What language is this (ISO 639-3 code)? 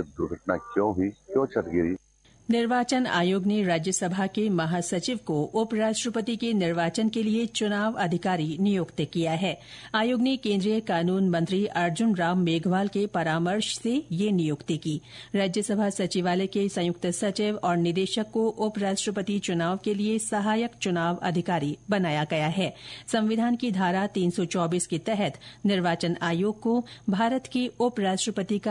hin